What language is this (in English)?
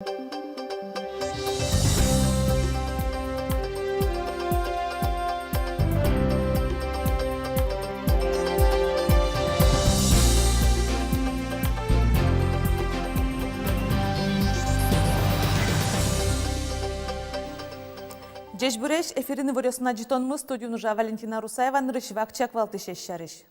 Udmurt